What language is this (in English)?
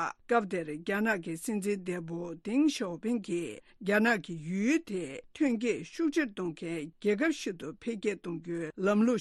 Tibetan